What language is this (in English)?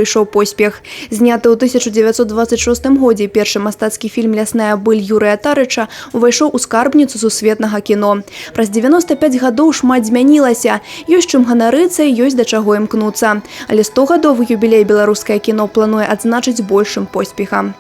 Belarusian